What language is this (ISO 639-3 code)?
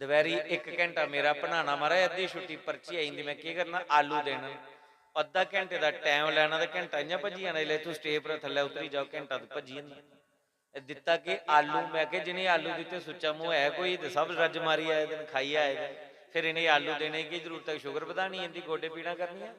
doi